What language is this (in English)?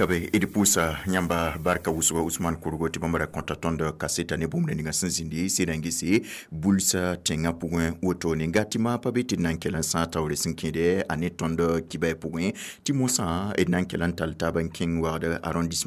Mossi